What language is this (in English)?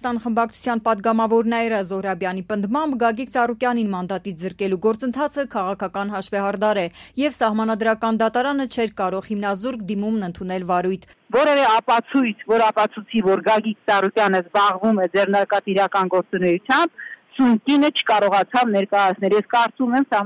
Armenian